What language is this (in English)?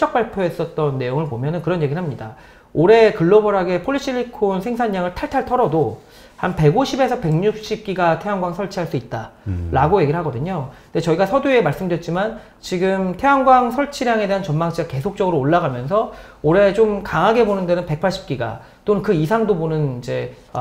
Korean